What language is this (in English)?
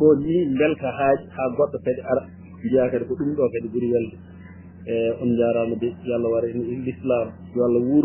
Fula